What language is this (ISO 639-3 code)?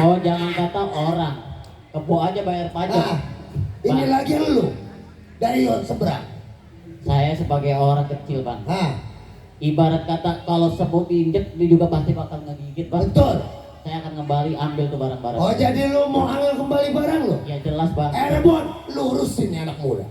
bew